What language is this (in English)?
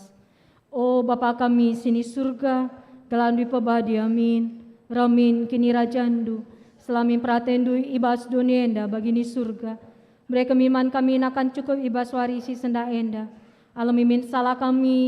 Batak Karo